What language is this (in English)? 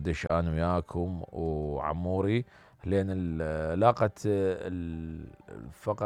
Mesopotamian Arabic